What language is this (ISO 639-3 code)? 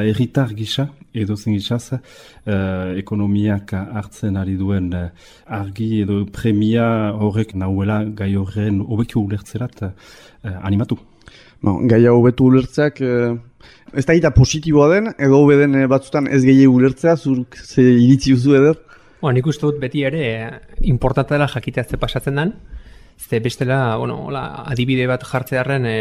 eus